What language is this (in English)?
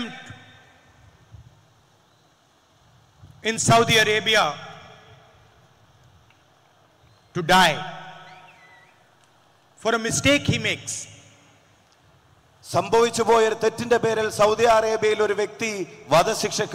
Malayalam